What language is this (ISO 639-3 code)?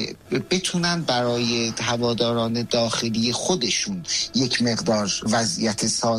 fas